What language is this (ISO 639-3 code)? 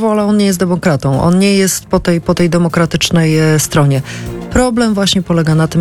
pol